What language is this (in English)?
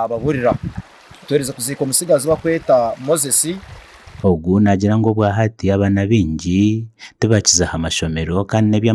Nyankole